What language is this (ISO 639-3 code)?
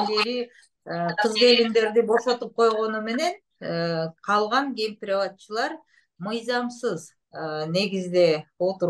kir